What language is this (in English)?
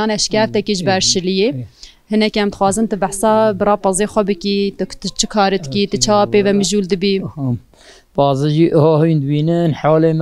Kurdish